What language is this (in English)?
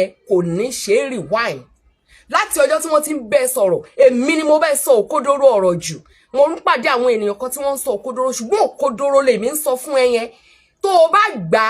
Yoruba